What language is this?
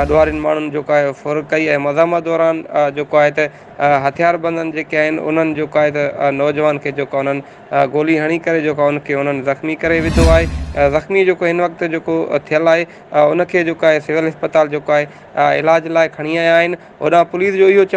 Sindhi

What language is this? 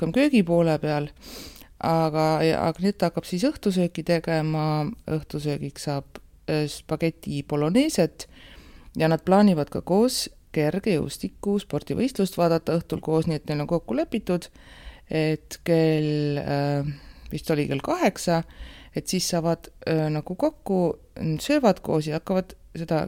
Estonian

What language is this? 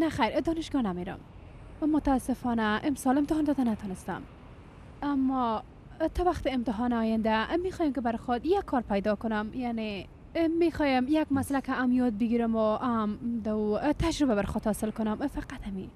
Persian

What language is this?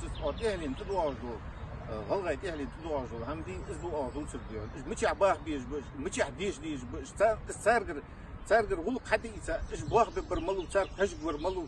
Ingush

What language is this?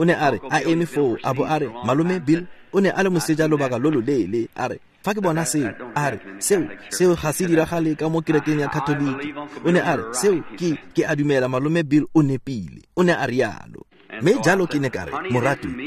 Tswana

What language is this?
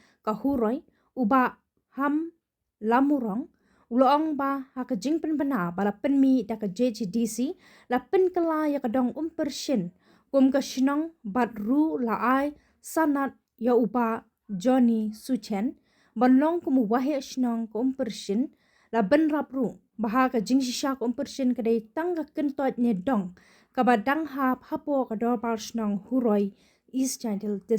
Khasi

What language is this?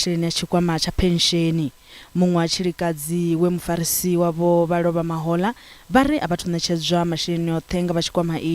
Venda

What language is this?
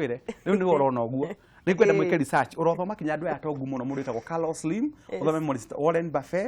Kikuyu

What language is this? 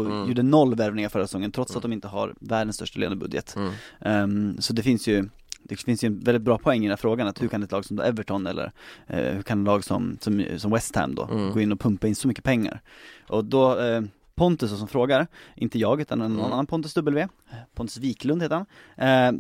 Swedish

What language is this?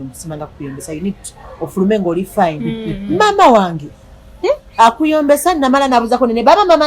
Ganda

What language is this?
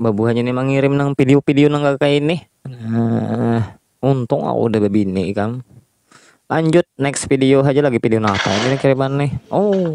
Banjar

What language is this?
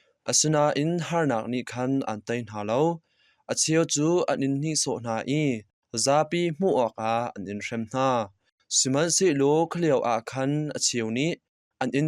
Hakha Chin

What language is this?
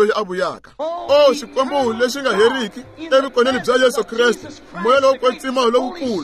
Tsonga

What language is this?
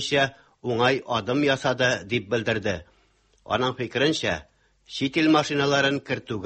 Tatar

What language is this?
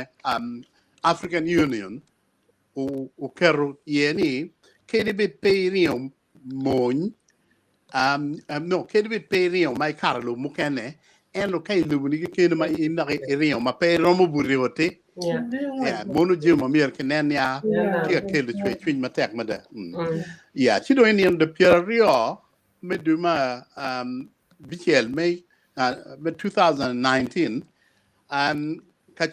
Acoli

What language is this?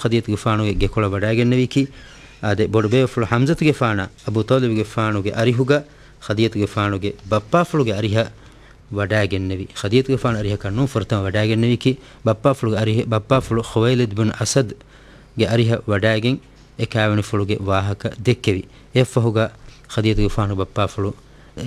Divehi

